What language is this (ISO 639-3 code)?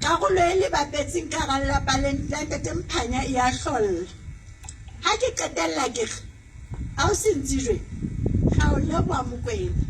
sot